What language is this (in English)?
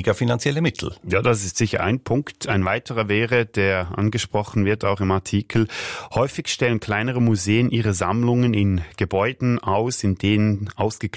German